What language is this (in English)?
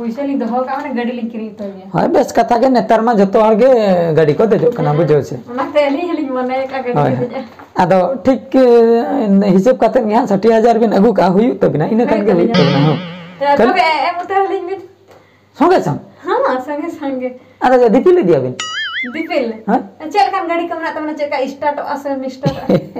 Santali